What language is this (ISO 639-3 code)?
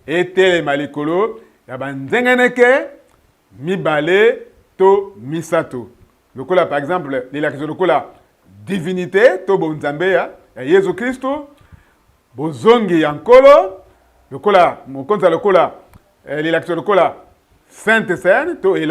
lin